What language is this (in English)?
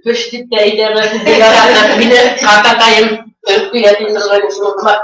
Bashkir